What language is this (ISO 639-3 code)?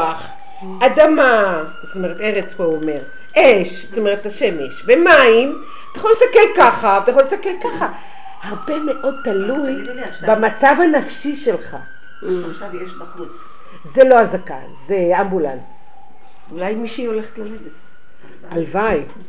heb